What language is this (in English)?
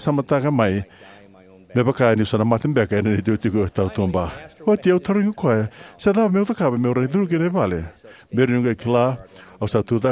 Fijian